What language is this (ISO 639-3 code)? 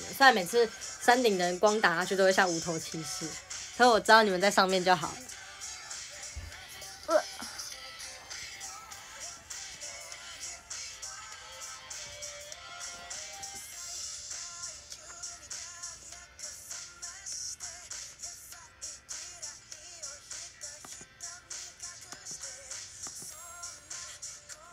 zho